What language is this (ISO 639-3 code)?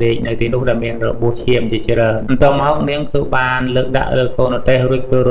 khm